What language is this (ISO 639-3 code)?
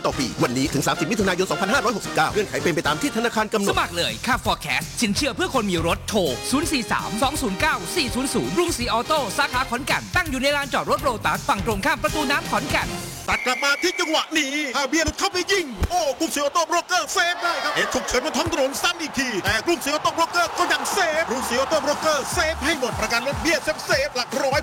tha